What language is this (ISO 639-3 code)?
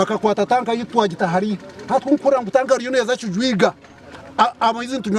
nyn